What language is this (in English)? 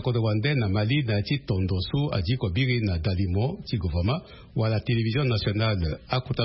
Sango